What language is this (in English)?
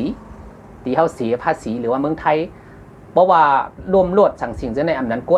Shan